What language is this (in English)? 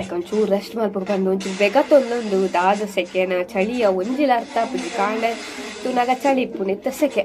Tulu